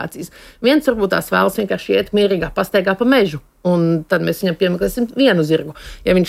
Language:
Latvian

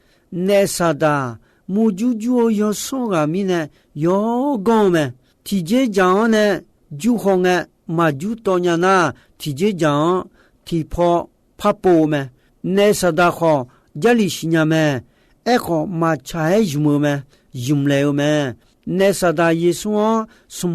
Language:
Akha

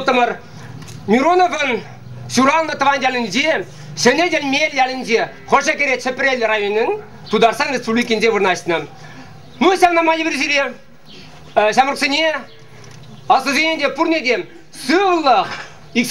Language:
Chuvash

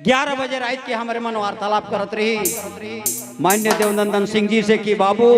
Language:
Sadri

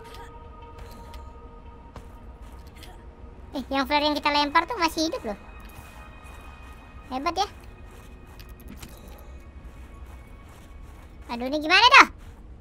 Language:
Indonesian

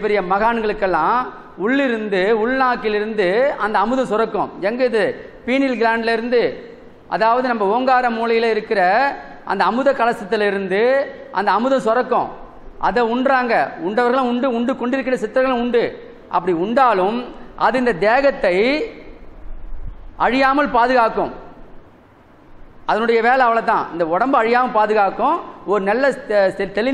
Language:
Tamil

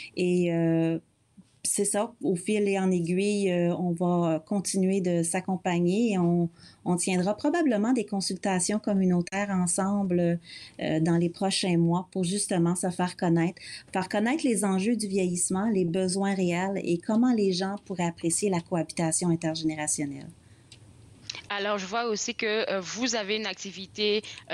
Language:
French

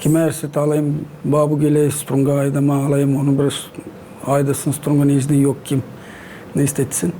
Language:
Gagauz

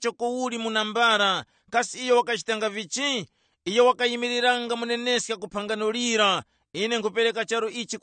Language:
Tumbuka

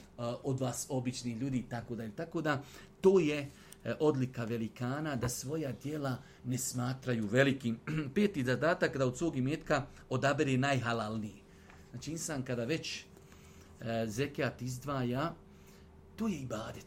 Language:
Bosnian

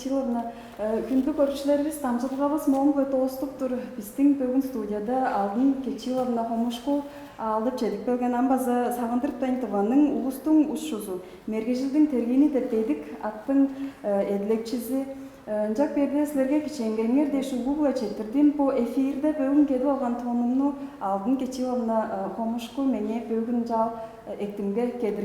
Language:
Tuvinian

